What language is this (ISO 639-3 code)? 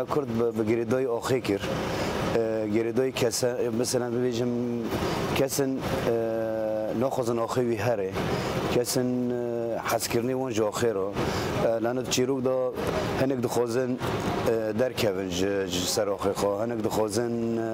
kur